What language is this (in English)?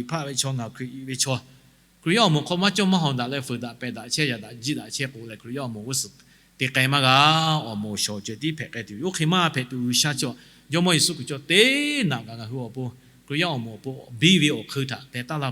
Lahu